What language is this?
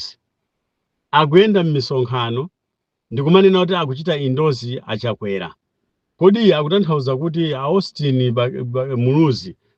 Nyanja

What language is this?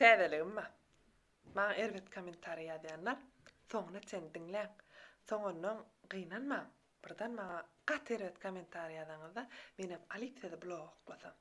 Turkmen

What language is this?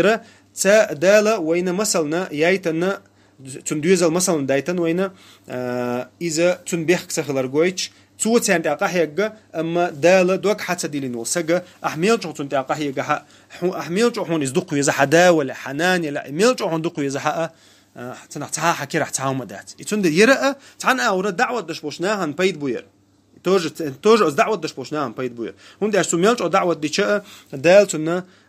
Chechen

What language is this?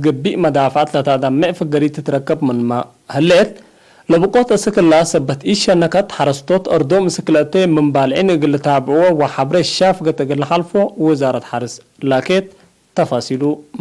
Tigre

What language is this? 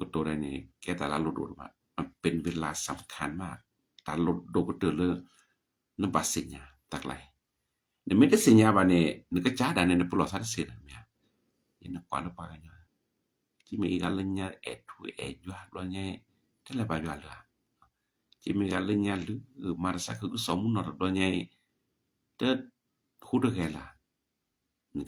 S'gaw Karen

